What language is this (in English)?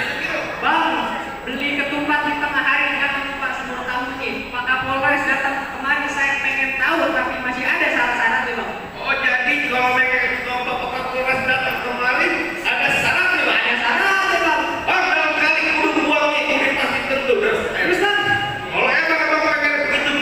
Betawi